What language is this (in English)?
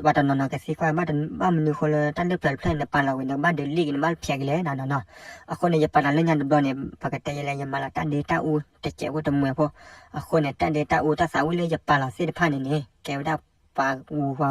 S'gaw Karen